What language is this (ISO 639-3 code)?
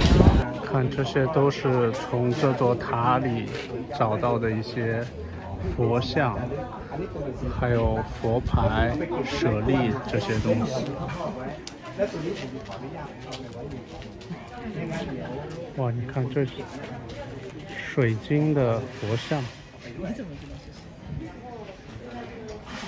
zho